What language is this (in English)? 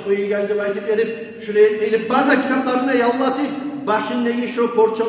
Kumyk